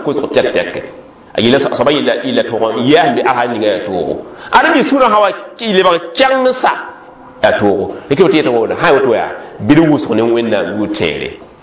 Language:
Mossi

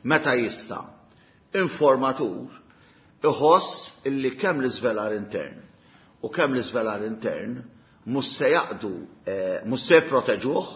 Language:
Maltese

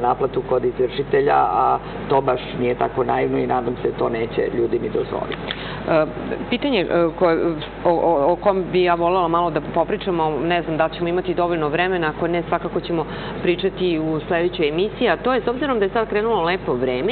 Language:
Serbian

